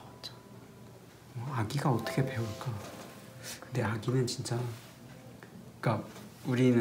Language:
Korean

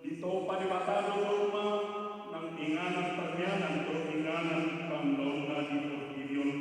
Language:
Batak Toba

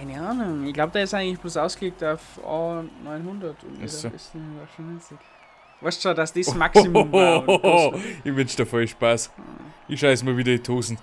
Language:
Bavarian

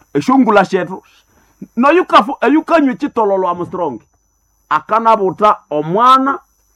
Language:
Nande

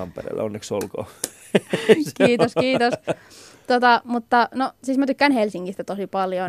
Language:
Finnish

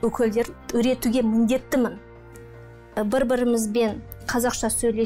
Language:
Kazakh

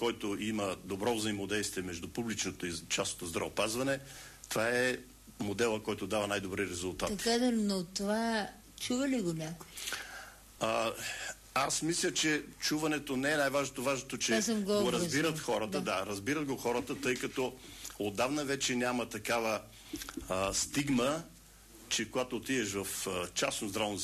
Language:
Bulgarian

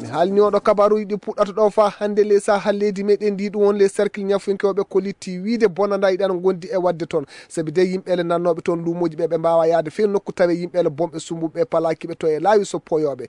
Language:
Maasina Fulfulde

